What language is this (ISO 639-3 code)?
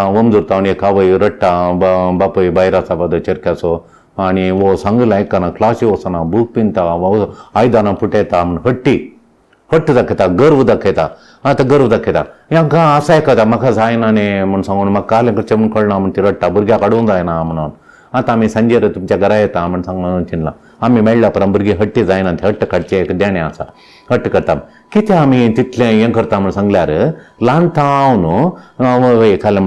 kok